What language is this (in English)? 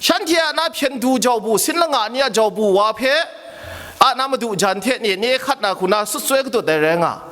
Kachin